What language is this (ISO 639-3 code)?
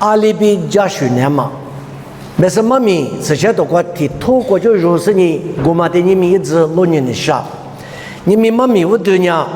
lis